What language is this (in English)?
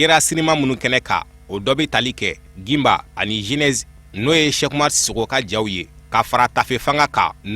Bambara